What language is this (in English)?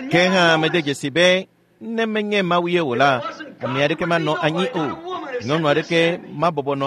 Ewe